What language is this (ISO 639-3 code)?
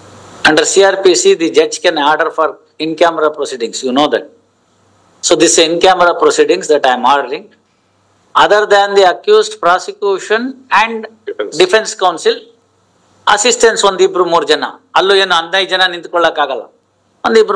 kan